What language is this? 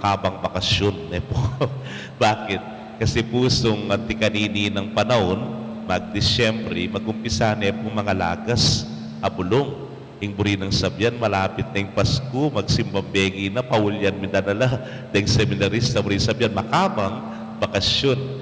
Pampanga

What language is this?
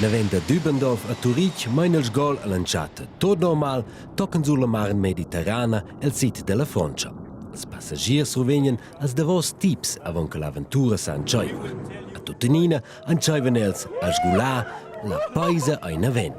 Romansh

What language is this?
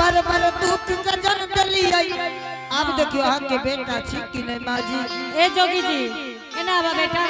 Angika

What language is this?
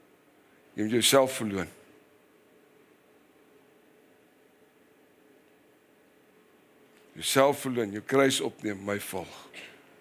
Afrikaans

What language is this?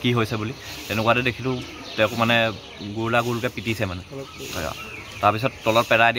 Assamese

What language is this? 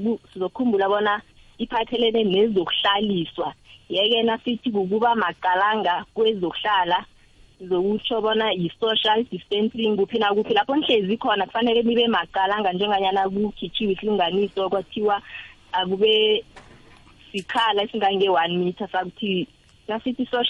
South Ndebele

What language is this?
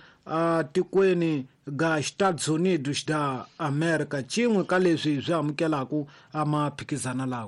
Tsonga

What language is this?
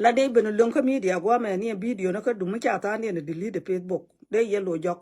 Nuer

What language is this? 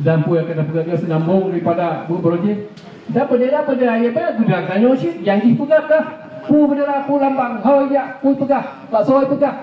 Achinese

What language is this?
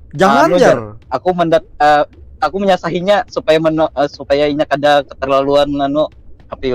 Banjar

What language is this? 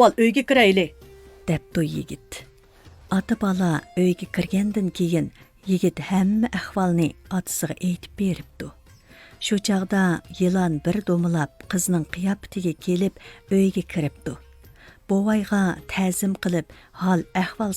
Uyghur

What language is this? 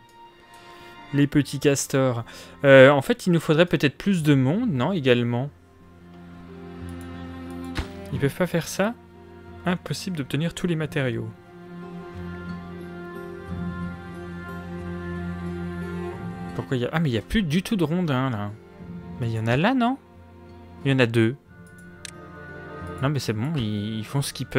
French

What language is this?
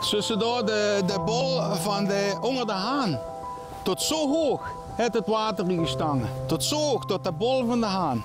Limburgish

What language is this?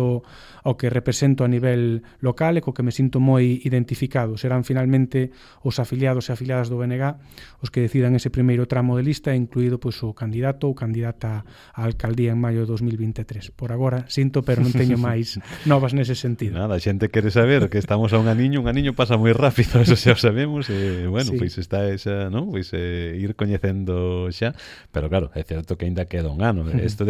Galician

